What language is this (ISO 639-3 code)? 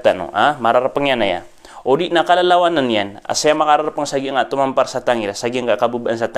mrw